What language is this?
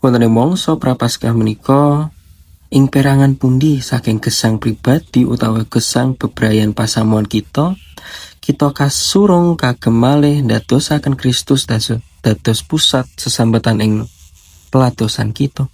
Javanese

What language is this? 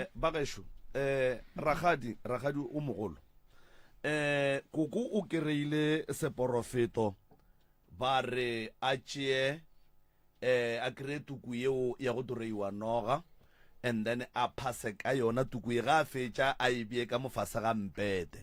Northern Sotho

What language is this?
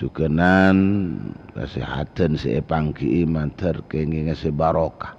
Madurese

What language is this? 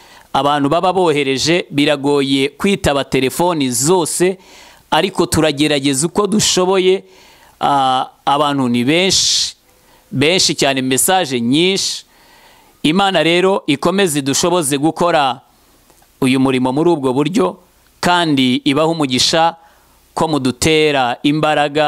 Kinyarwanda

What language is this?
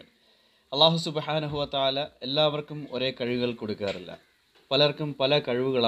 Malayalam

